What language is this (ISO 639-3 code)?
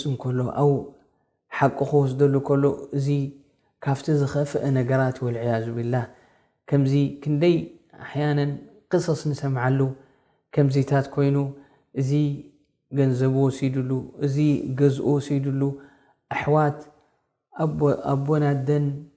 tir